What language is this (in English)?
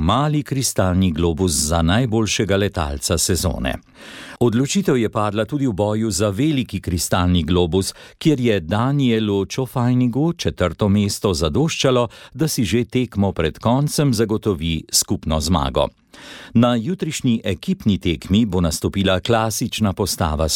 Slovenian